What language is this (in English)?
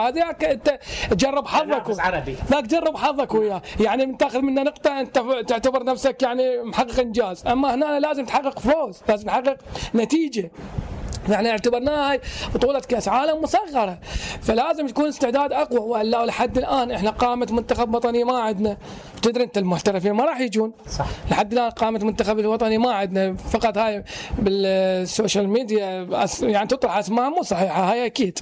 Mesopotamian Arabic